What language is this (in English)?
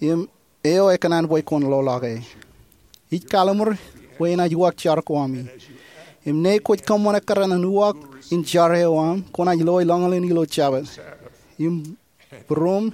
Marshallese